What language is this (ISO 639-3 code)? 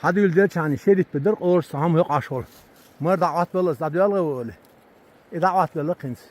che